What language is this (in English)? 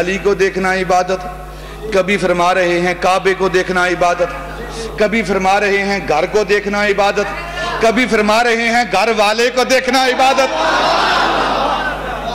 Urdu